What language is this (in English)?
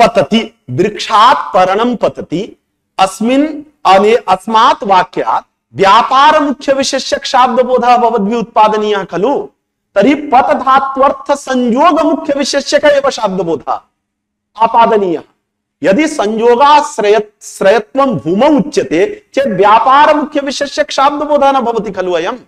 Sanskrit